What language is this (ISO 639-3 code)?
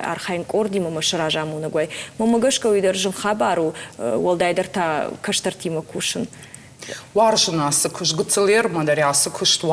oss